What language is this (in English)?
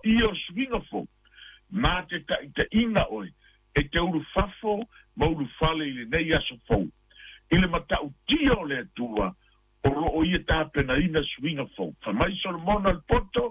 Samoan